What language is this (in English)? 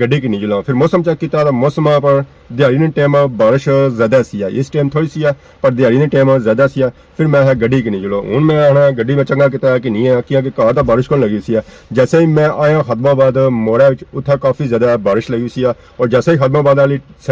Pahari-Potwari